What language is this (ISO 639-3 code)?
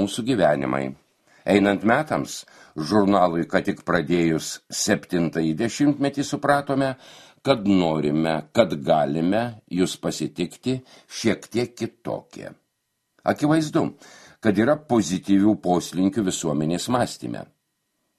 lit